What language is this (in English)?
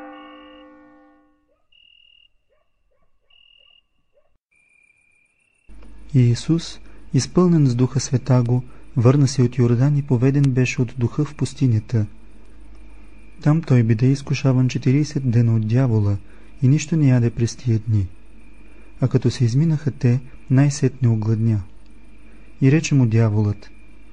Bulgarian